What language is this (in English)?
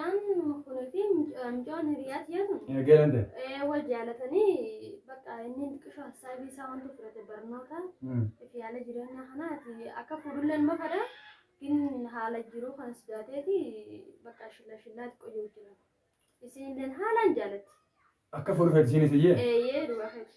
Oromo